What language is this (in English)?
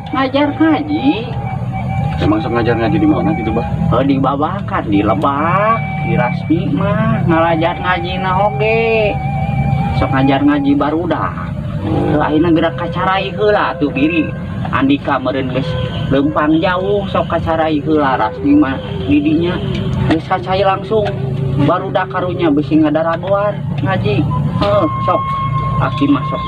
Sundanese